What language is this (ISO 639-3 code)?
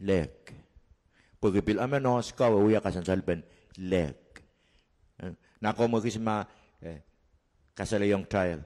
pon